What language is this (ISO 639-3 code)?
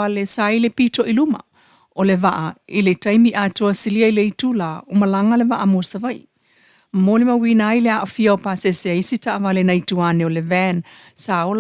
smo